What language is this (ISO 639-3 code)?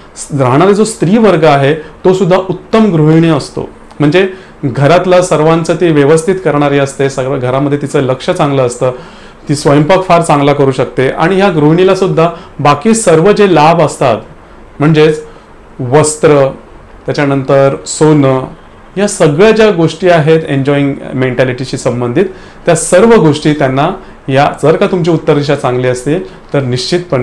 mar